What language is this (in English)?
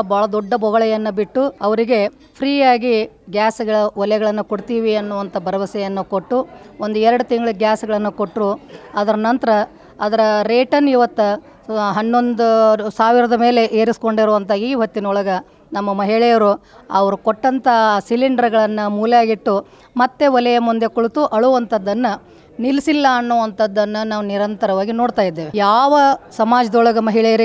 Kannada